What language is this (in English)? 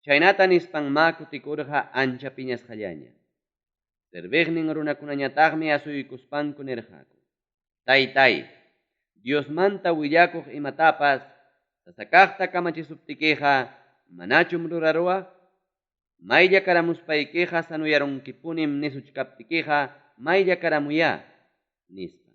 Ayacucho Quechua